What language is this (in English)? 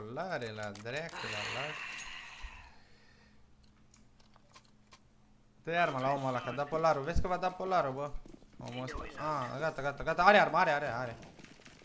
Romanian